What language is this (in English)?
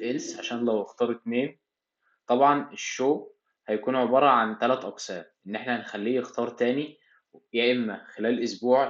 Egyptian Arabic